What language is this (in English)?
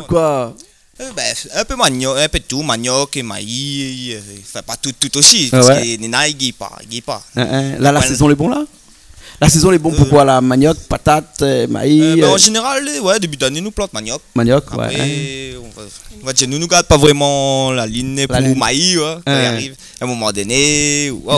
Réunion Creole French